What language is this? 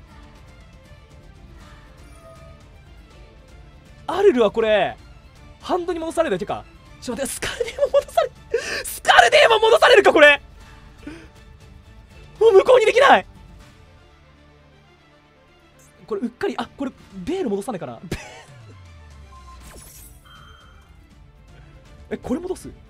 Japanese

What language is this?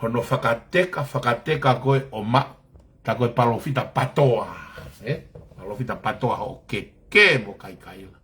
Tongan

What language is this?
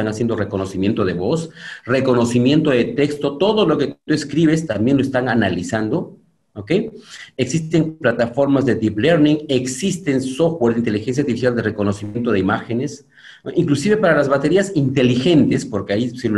Spanish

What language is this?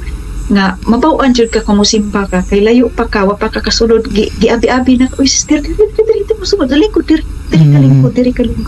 Cebuano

